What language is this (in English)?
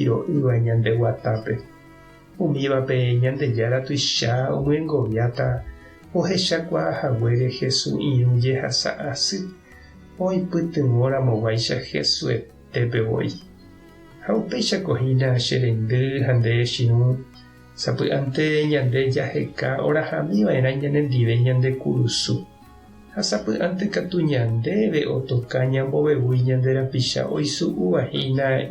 Guarani